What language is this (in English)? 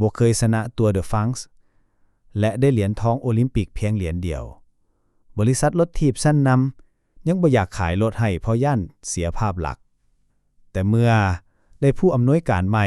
Lao